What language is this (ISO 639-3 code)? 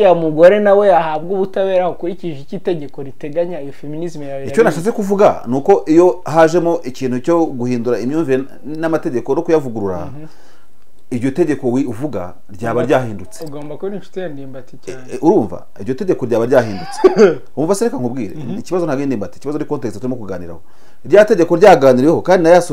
kin